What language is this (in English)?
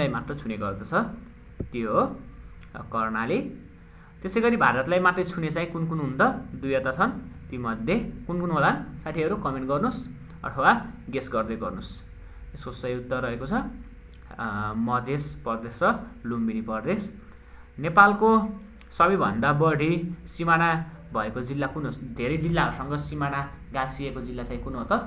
Nepali